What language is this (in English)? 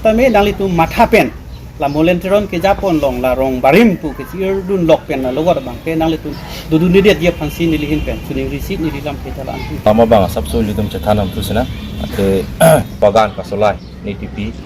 Karbi